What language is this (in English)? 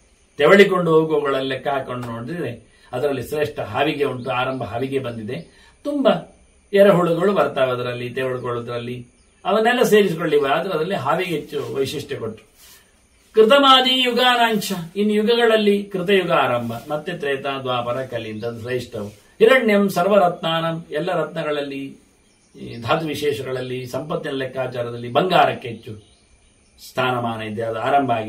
Kannada